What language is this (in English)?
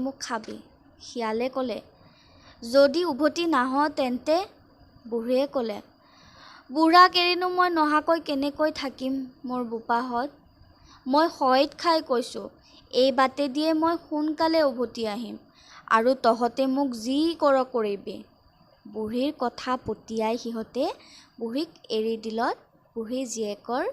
Assamese